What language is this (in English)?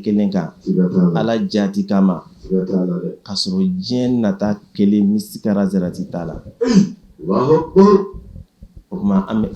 Bambara